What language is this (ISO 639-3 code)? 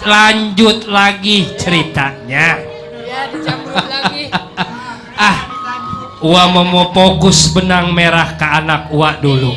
bew